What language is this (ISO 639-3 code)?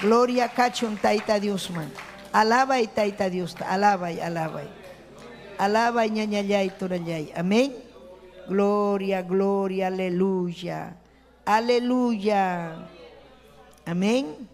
quy